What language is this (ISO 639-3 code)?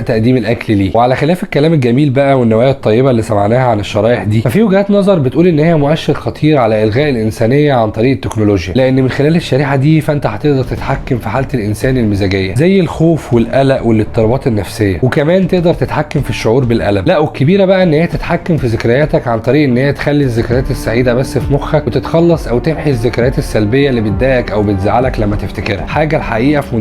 arz